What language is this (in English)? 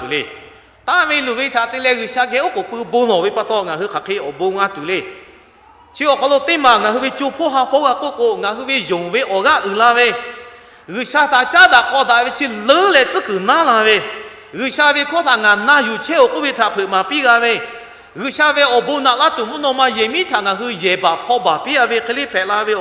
Lahu